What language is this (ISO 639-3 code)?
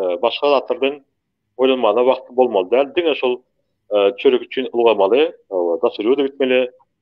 tuk